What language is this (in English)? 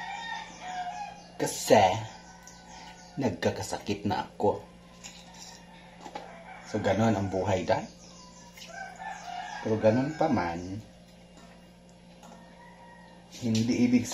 Filipino